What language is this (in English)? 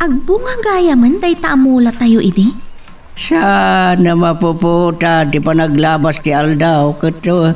Iloko